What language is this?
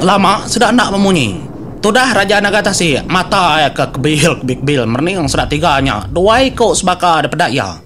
Iban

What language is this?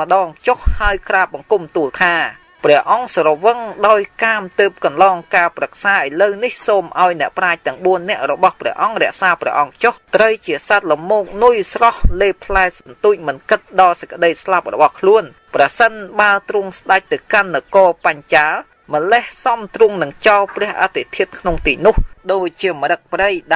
Khmer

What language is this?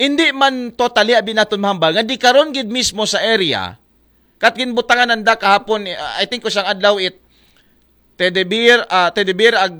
Aklanon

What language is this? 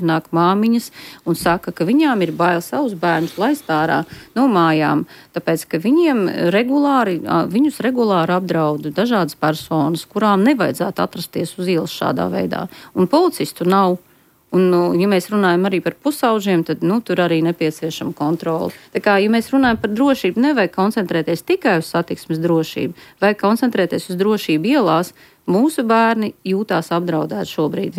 Latvian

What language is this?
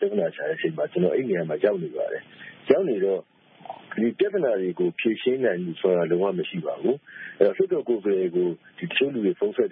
Burmese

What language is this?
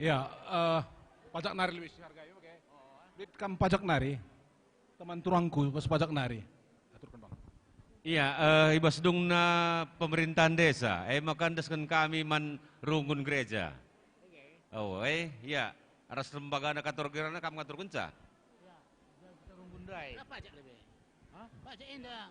Batak Karo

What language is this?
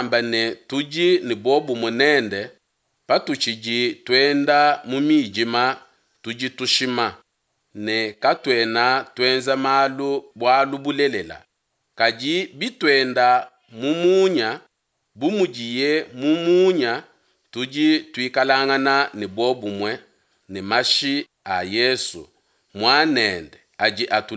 Luba-Lulua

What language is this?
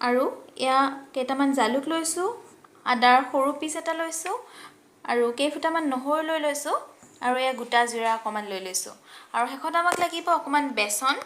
Assamese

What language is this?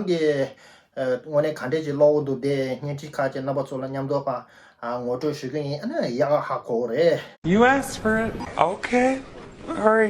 Tibetan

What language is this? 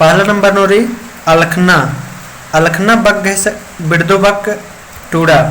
Kurukh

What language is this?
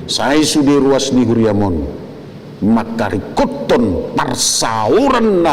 Batak Toba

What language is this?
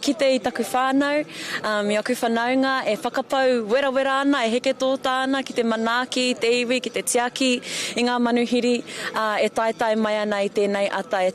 Māori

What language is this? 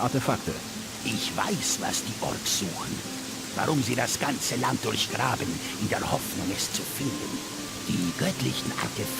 Bavarian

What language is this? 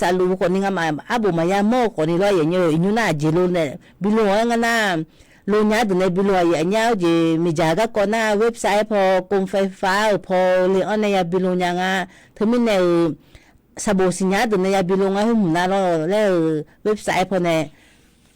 Akha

